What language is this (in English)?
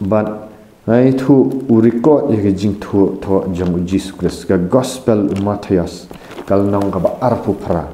Khasi